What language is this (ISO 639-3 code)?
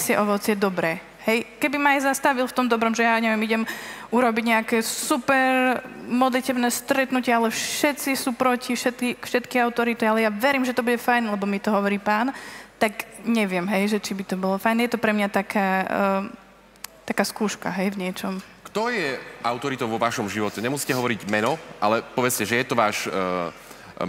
slk